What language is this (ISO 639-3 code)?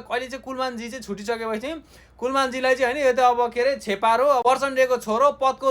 nep